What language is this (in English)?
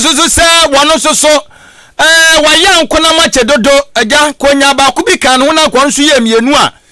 Akan